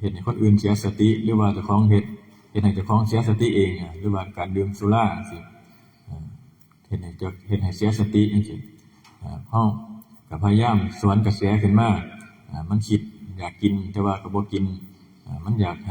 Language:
Northeastern Thai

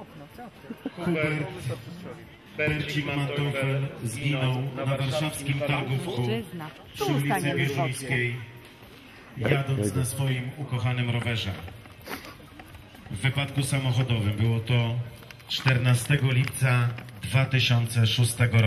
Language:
Polish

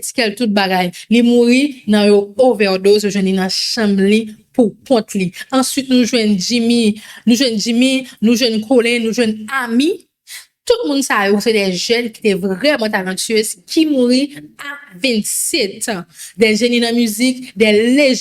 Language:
Haitian Creole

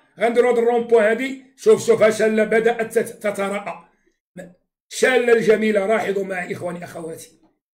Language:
Moroccan Arabic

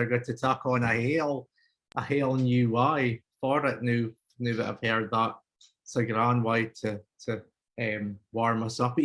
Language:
Scots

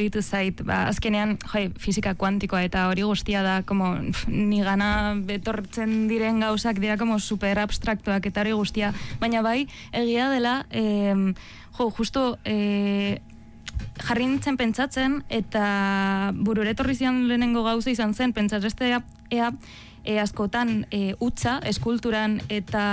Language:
Basque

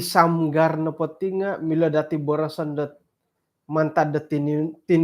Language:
Central Dusun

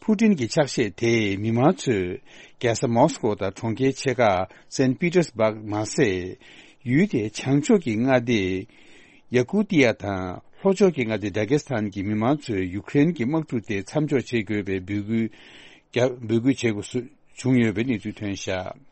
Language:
Tibetan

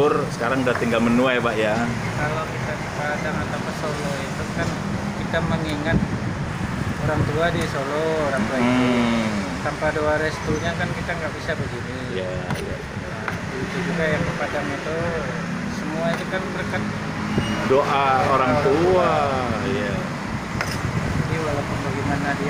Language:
Indonesian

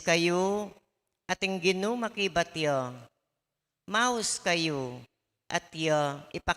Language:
Pampanga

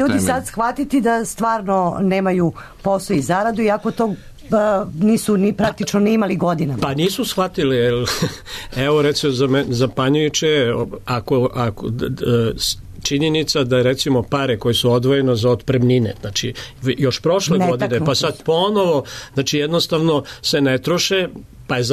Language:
Serbian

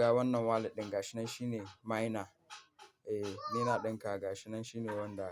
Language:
Hausa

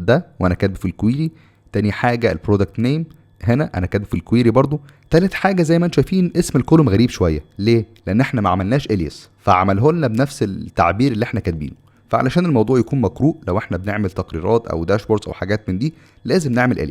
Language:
Egyptian Arabic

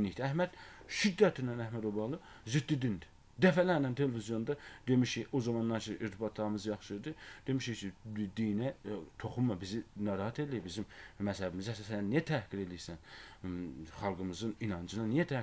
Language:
Azerbaijani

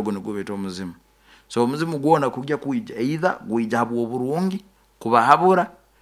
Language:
Nyoro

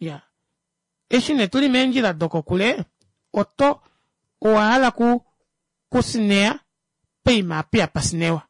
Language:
Kuanyama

